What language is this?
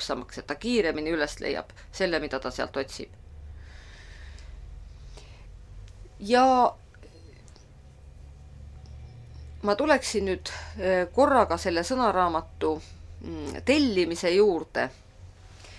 Estonian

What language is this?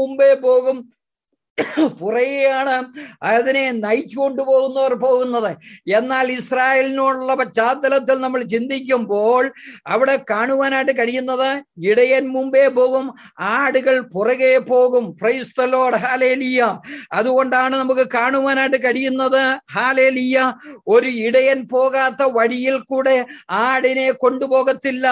Malayalam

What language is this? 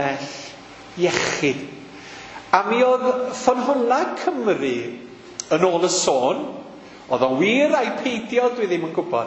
Welsh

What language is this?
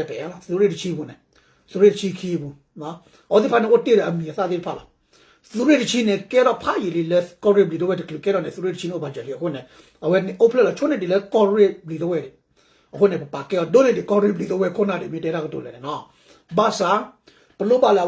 S'gaw Karen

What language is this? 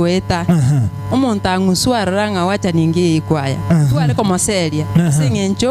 Gusii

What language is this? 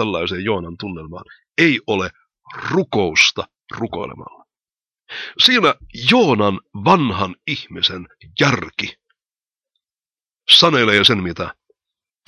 Finnish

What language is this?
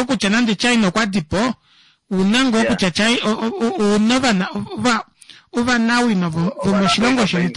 Kuanyama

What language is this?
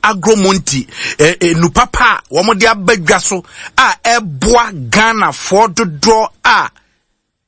Akan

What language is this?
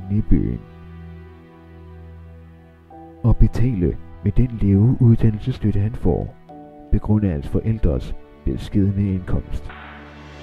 Danish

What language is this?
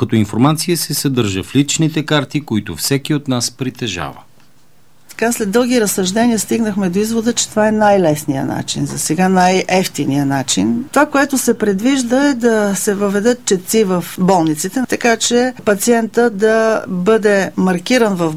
Bulgarian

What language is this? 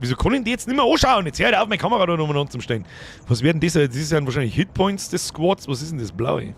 Bavarian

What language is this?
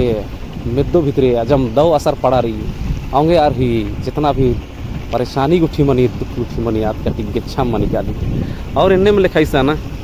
Kurukh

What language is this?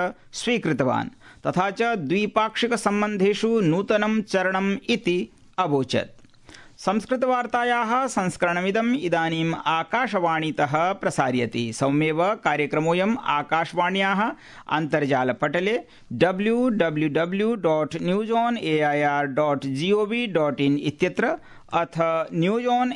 Sanskrit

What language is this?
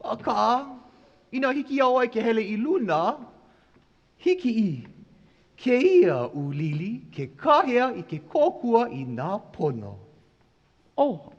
Hawaiian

